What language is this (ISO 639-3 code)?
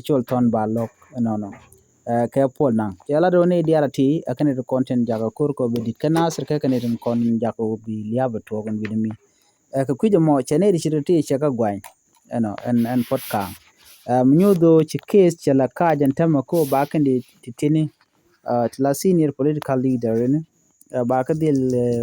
nus